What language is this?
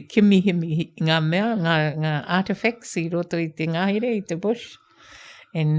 Māori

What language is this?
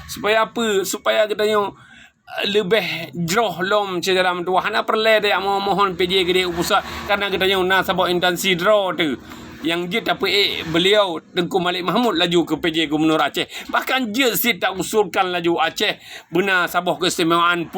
Achinese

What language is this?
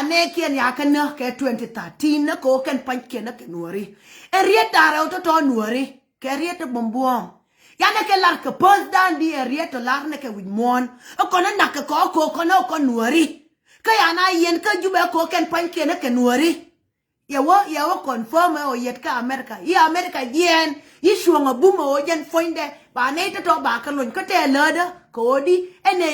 Nuer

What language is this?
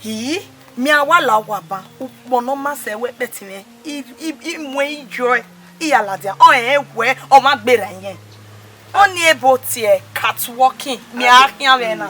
Bini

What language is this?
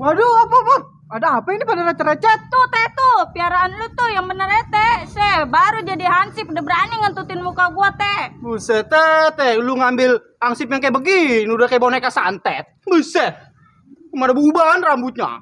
Betawi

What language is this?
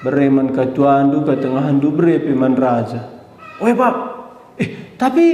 Batak Karo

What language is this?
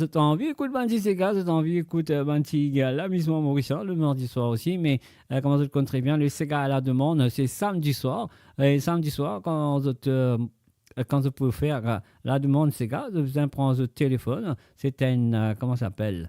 Morisyen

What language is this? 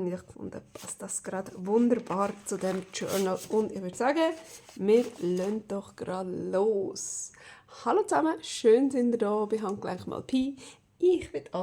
Swiss German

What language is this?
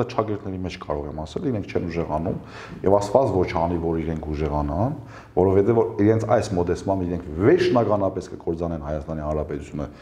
Armenian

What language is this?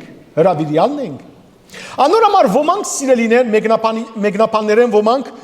Western Armenian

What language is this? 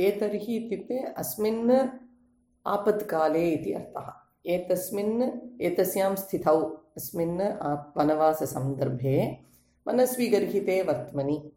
Sanskrit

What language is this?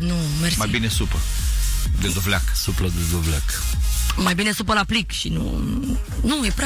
Romanian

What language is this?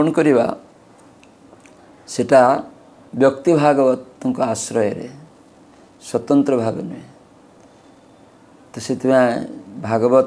Odia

